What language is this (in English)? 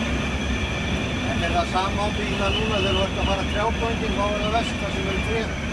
Icelandic